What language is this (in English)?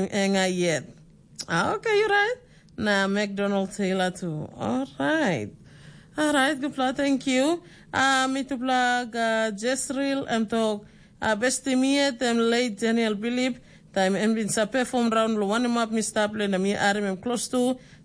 Tok Pisin